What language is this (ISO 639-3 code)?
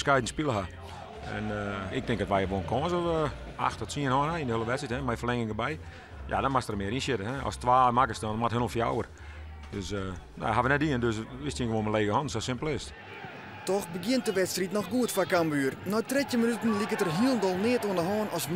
fry